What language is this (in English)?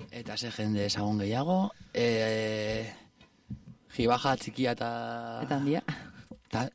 Basque